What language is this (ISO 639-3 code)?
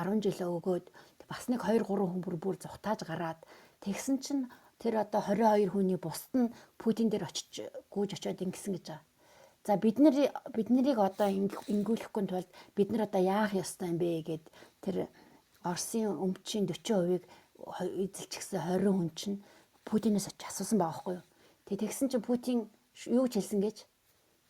mon